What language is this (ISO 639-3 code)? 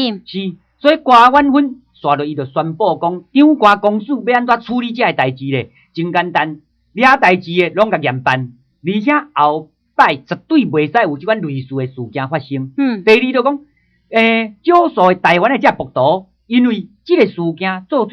nan